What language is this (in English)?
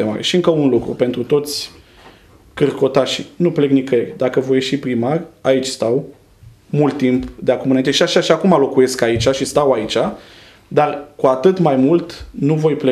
Romanian